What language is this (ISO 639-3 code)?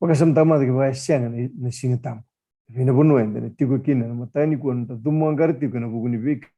fij